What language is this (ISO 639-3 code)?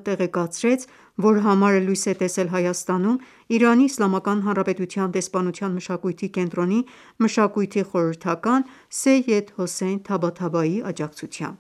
hye